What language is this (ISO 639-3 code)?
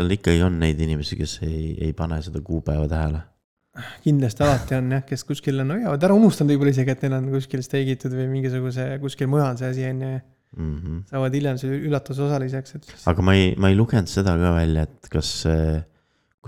est